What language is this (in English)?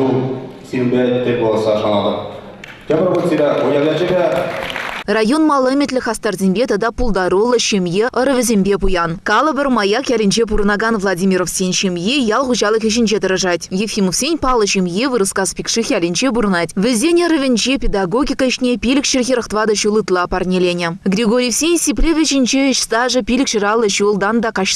Chuvash